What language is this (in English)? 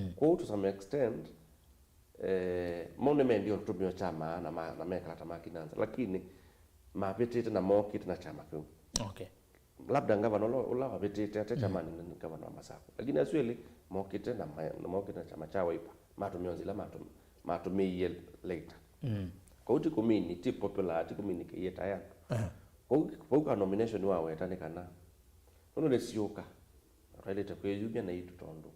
Kamba